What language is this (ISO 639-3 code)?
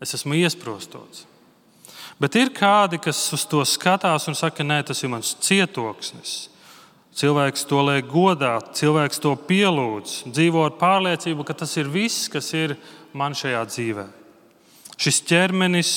lav